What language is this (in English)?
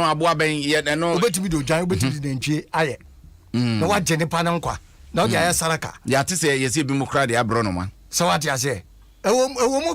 Akan